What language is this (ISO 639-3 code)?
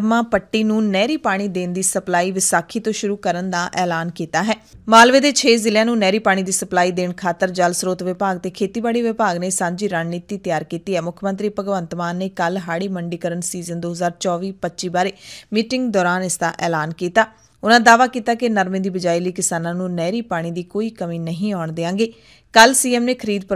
pan